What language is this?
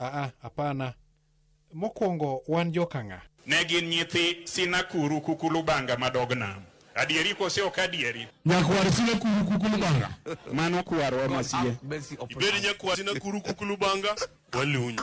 Luo (Kenya and Tanzania)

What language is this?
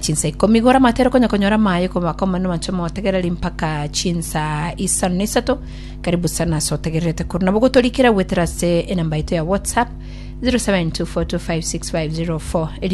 Gusii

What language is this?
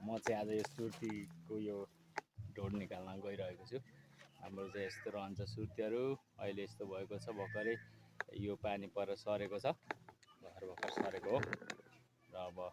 Nepali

